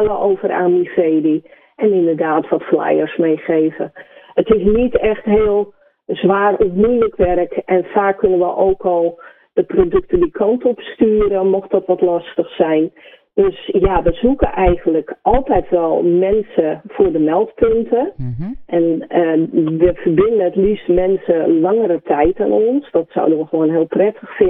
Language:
Dutch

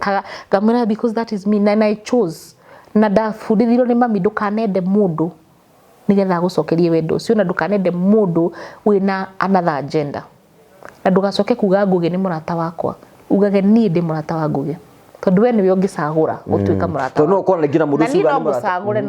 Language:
Kikuyu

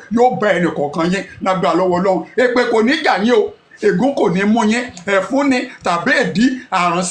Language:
Yoruba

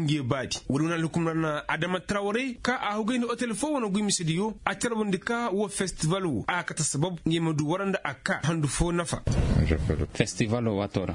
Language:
Koyraboro Senni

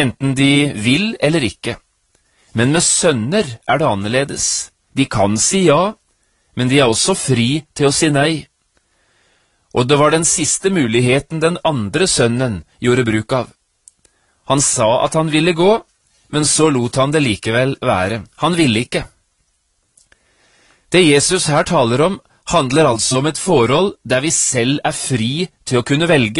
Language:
Norwegian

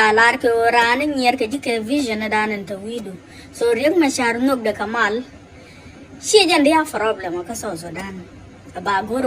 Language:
Nuer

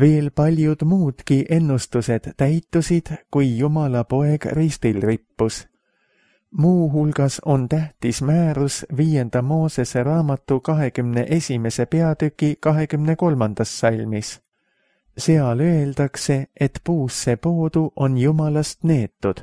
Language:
Estonian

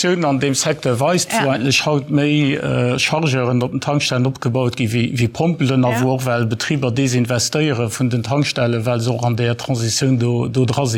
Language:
Luxembourgish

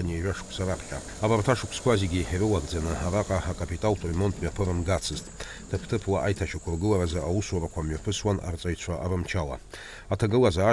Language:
Abkhazian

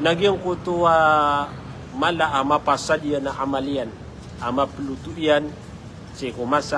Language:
Maranao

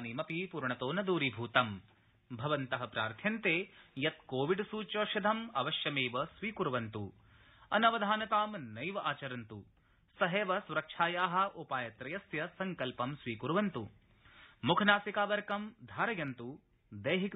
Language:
Sanskrit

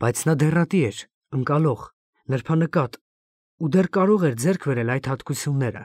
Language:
Armenian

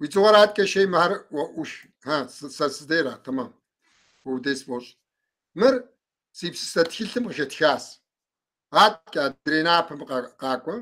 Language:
Kabardian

